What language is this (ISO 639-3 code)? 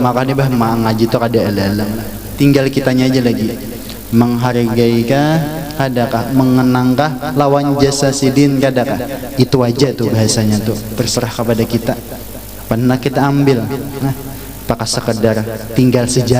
bjn